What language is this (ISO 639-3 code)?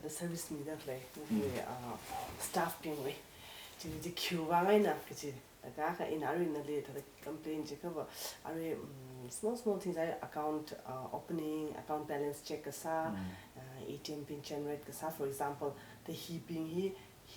nmf